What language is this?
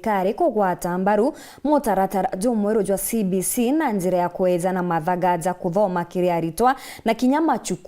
Meru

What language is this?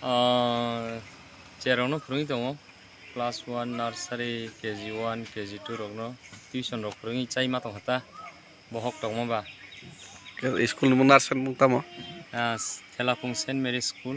Kok Borok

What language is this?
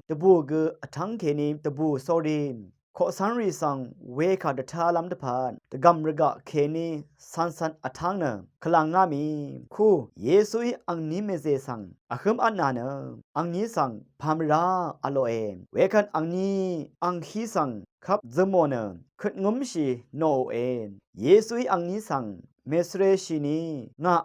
Rawang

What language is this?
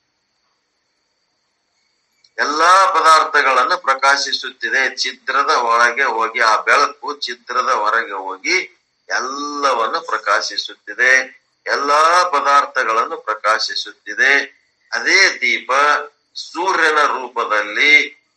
Kannada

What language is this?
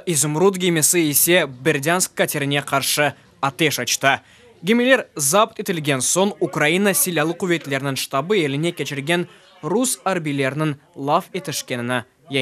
Crimean Tatar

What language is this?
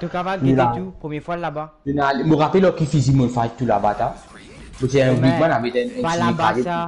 Morisyen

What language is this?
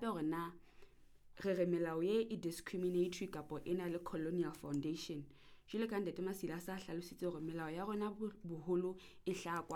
Southern Sotho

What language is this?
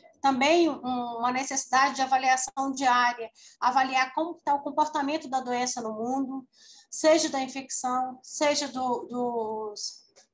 Portuguese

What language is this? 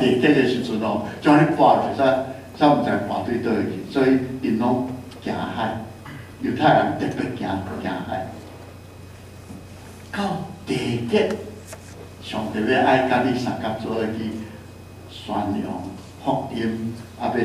Min Nan Chinese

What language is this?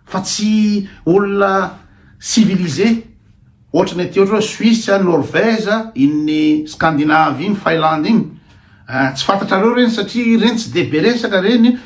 Malagasy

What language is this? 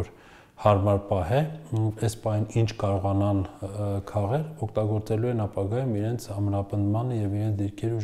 Armenian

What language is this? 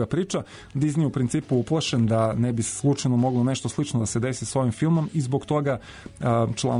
Serbian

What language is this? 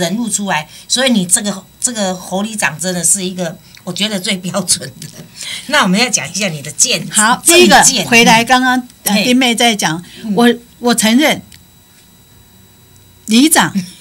Min Nan Chinese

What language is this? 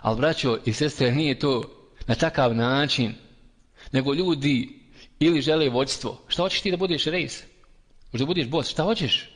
Bosnian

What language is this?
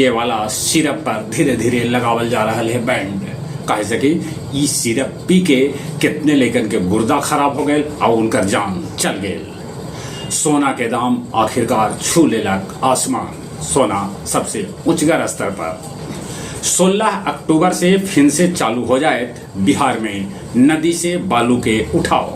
Magahi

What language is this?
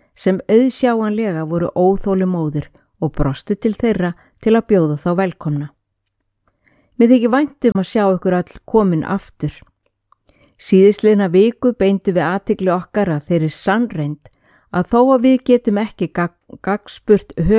Icelandic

